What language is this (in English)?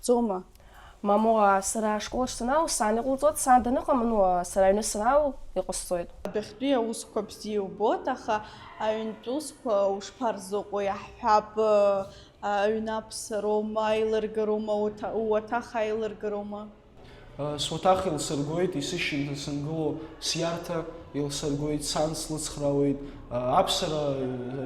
Abkhazian